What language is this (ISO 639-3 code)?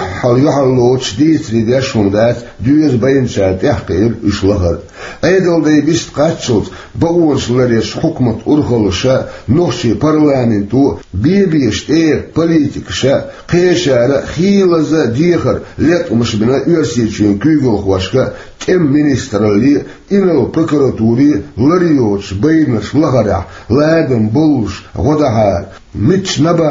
che